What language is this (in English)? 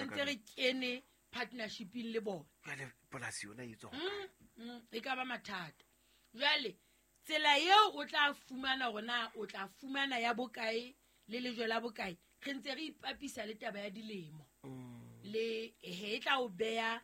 Southern Sotho